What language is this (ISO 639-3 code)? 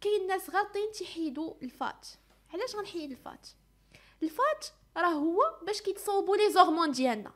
ary